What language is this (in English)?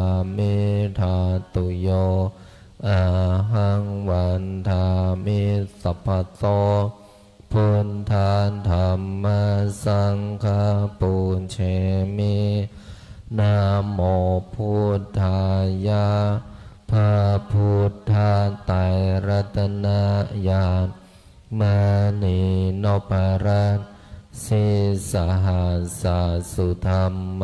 Pali